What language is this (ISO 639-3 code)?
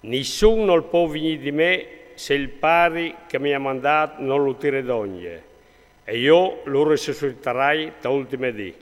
fur